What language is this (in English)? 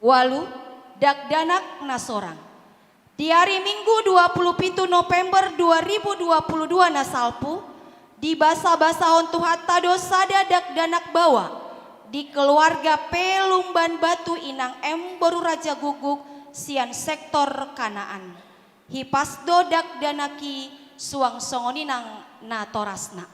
Batak Toba